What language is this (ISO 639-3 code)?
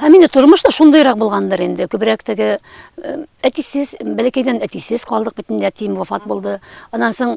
tat